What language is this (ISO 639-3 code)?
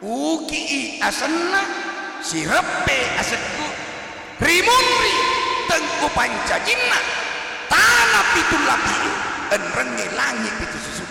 bug